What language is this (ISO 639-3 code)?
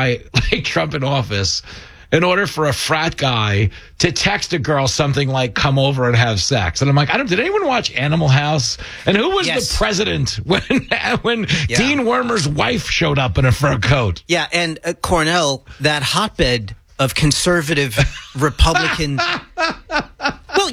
eng